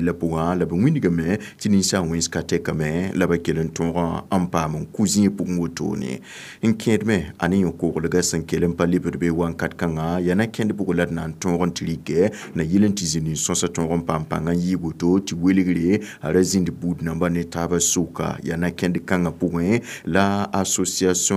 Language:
Mossi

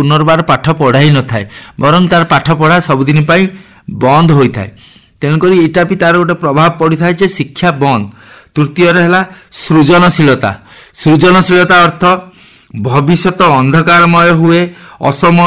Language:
Odia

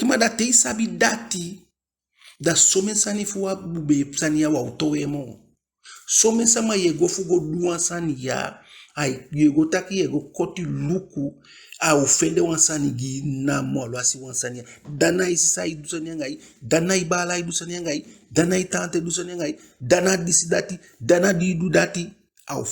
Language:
Eastern Maroon Creole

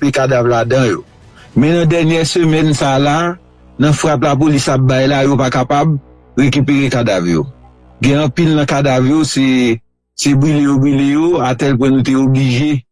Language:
Haitian Creole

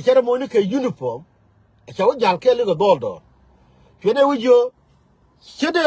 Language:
Nuer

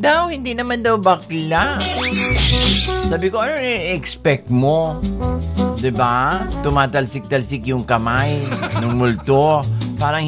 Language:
Filipino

